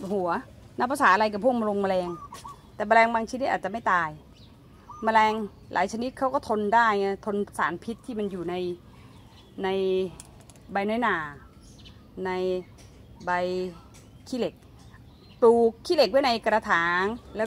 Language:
Thai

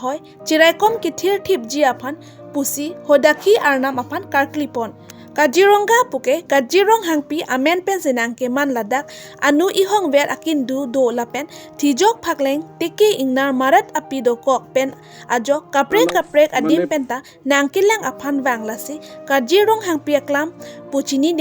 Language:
Karbi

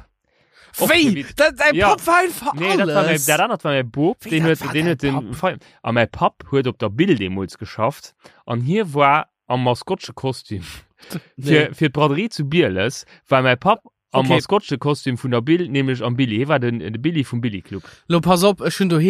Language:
Luxembourgish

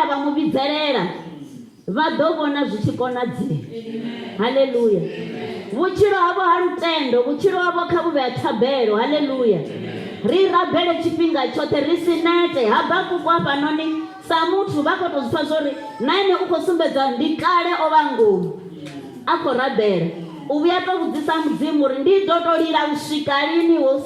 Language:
Venda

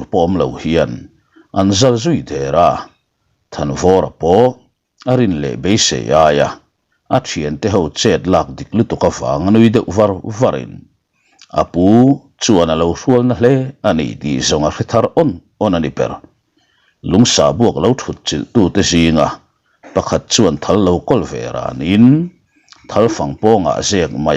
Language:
Mizo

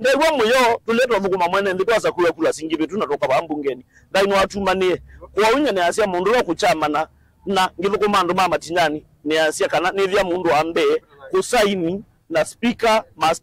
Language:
Kamba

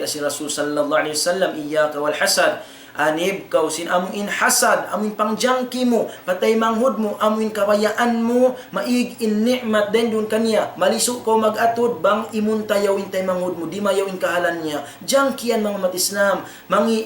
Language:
Tausug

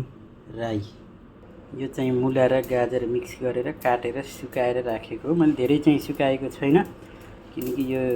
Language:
Nepali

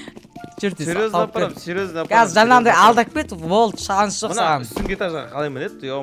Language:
Kazakh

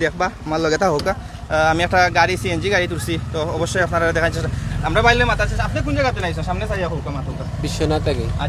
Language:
Sylheti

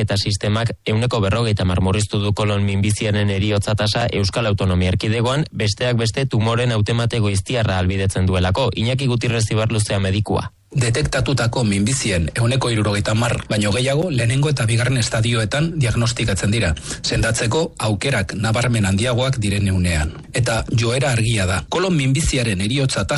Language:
Basque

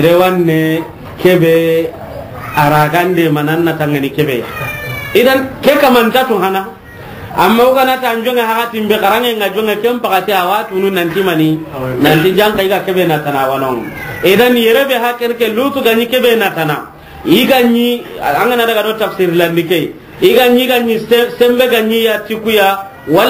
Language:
Soninke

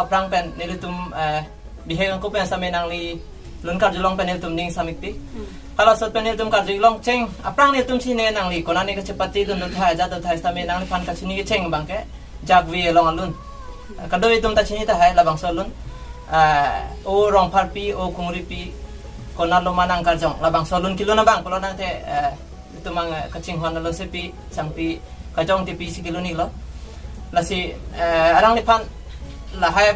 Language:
Karbi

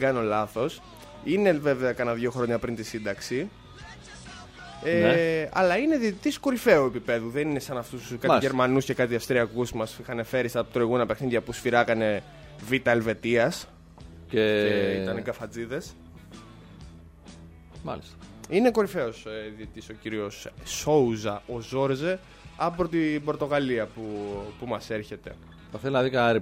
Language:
Greek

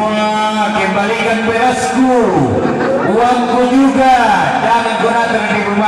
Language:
Toraja-Sa'dan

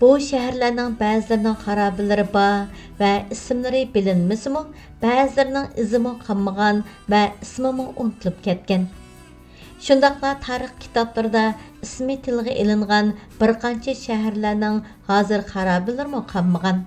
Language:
Uyghur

